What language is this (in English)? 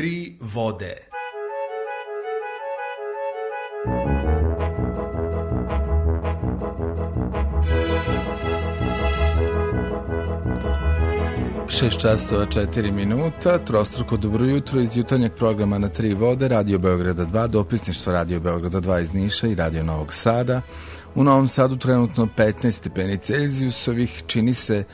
Serbian